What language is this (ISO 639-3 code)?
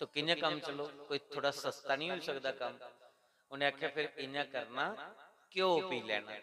doi